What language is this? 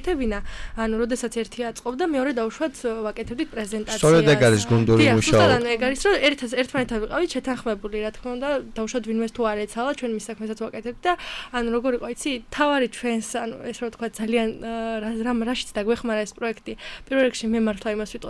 Georgian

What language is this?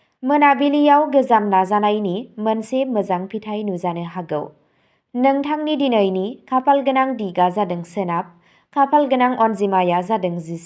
Bodo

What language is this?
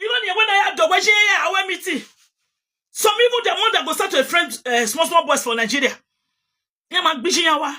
Nigerian Pidgin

